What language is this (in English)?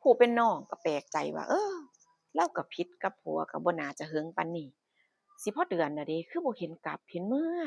Northeastern Thai